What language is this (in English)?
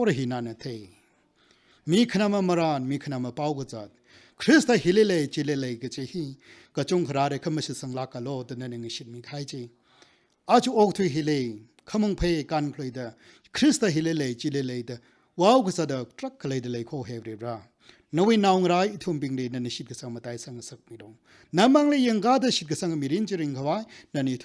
Tangkhul Naga (India)